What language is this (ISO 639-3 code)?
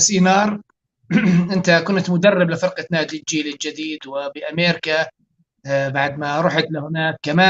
apc